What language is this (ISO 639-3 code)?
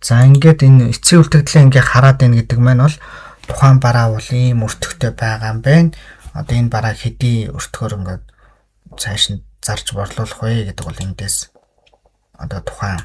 mon